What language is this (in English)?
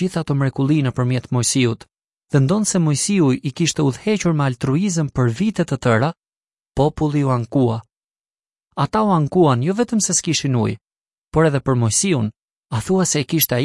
Albanian